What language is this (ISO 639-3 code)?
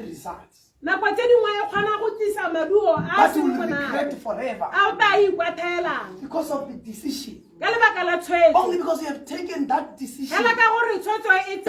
tsn